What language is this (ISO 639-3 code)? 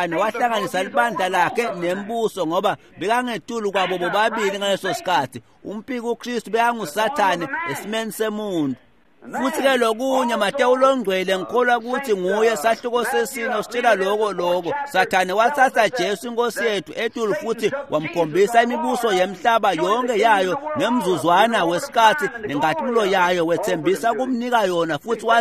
ssw